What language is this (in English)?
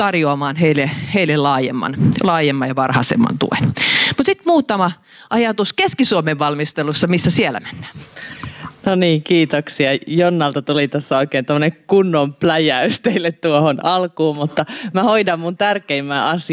Finnish